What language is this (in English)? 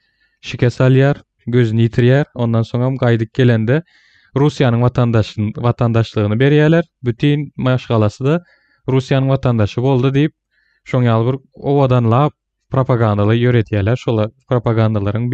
Turkmen